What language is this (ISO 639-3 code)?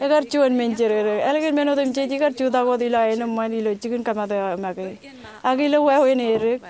mah